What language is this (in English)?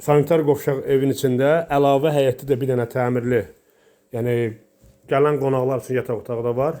Azerbaijani